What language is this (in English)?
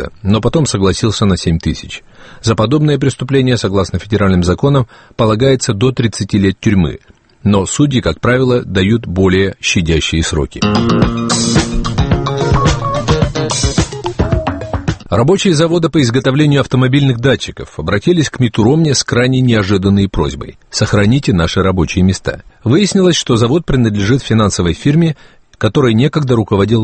Russian